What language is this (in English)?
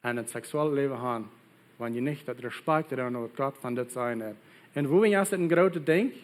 Plautdietsch